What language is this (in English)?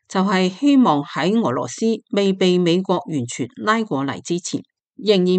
Cantonese